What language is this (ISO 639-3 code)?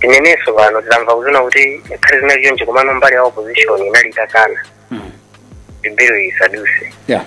nya